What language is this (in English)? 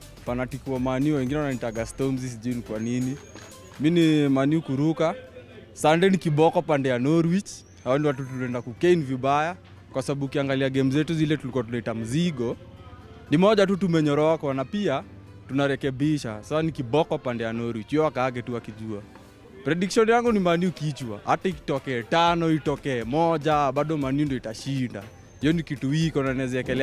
Swahili